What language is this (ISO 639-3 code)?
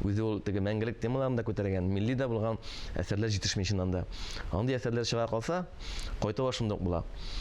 tat